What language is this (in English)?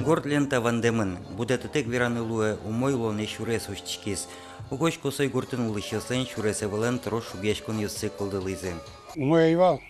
Udmurt